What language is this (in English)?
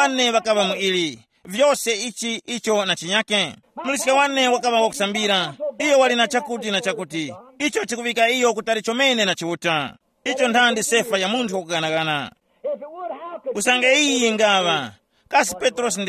Tumbuka